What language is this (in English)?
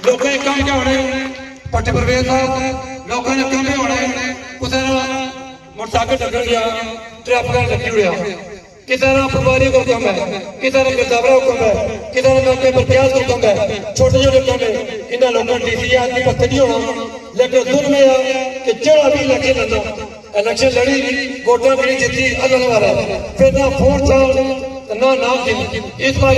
Pahari-Potwari